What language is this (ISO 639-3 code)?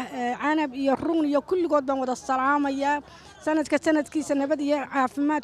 som